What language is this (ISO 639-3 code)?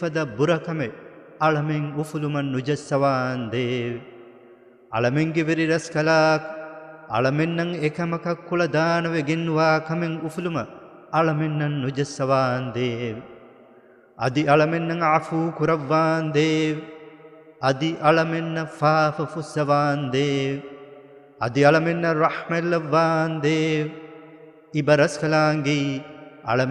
div